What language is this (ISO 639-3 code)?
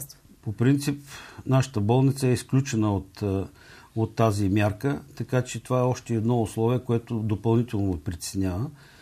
bul